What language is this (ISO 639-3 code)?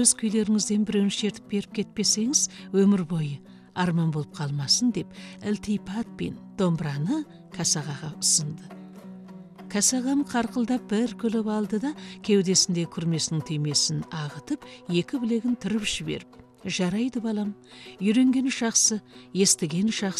kaz